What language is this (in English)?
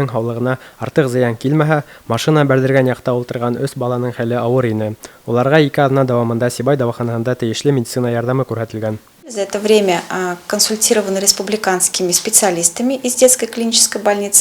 Bashkir